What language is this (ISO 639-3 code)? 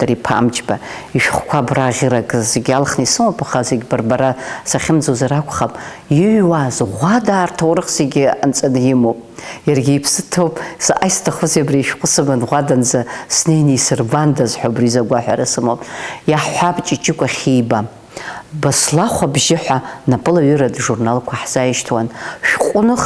abk